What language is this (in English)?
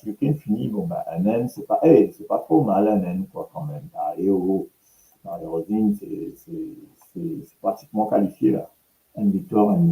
Morisyen